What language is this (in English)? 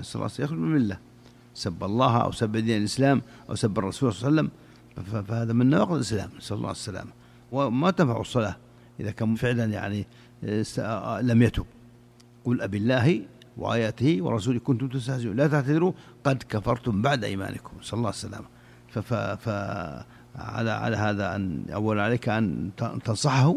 Arabic